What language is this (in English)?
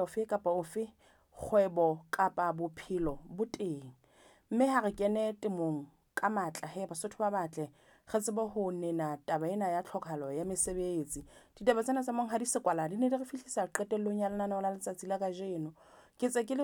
Southern Sotho